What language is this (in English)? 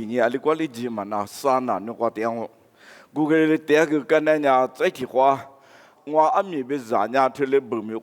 Lisu